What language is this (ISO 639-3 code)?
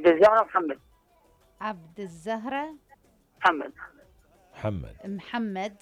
acm